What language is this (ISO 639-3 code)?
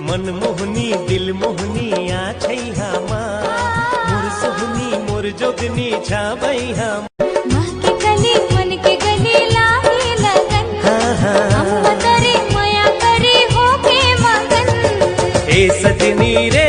hne